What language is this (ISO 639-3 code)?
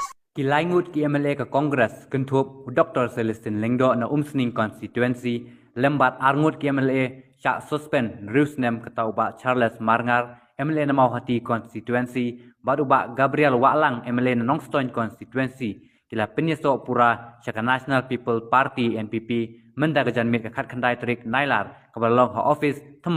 kha